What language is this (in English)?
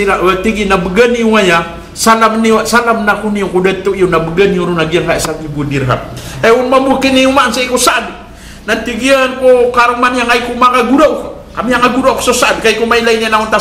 Maranao